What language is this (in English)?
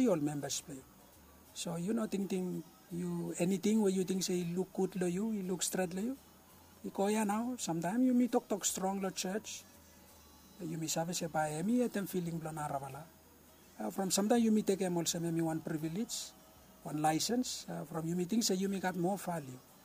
Bislama